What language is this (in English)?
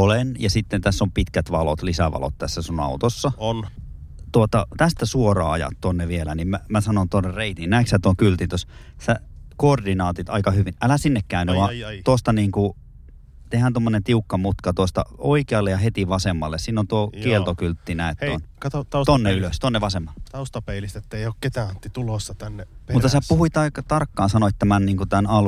Finnish